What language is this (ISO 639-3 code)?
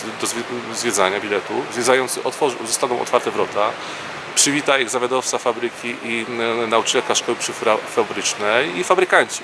pol